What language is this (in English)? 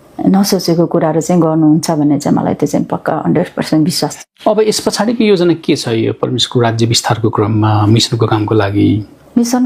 Nepali